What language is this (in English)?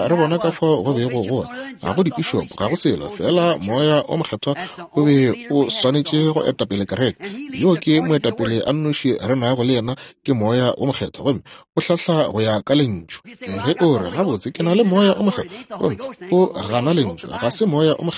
Northern Sotho